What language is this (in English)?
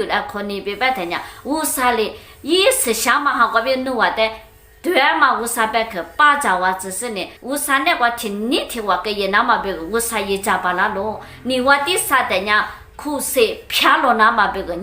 Lisu